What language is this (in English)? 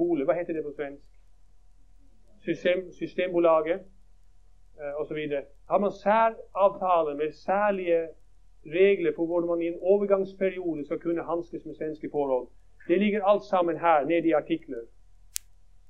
Norwegian